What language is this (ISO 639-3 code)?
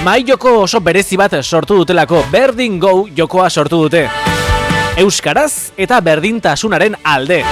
eus